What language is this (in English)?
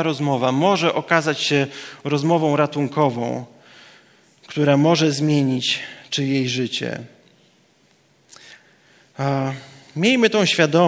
Polish